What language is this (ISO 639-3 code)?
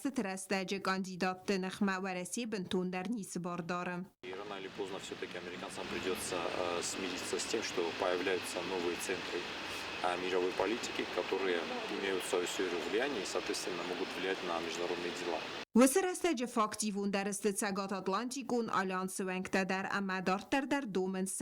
oss